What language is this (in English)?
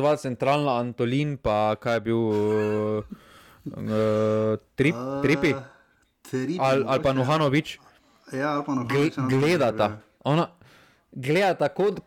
Slovenian